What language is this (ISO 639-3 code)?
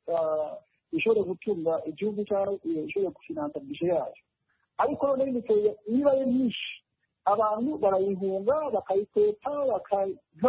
kin